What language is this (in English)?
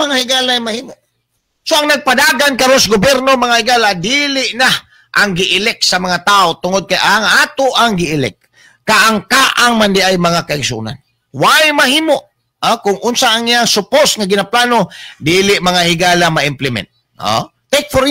Cebuano